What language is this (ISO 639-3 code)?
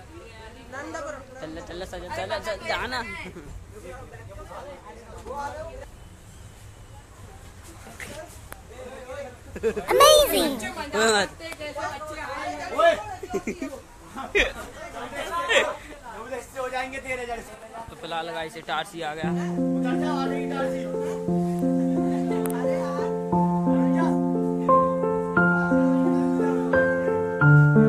hin